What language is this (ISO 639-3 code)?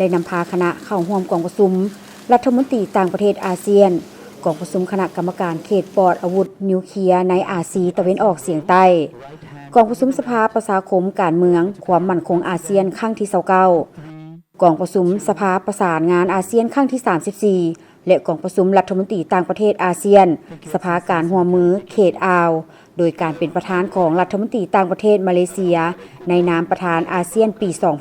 lao